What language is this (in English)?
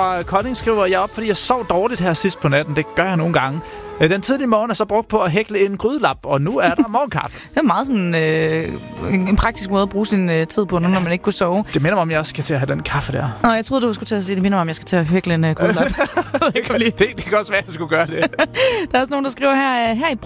Danish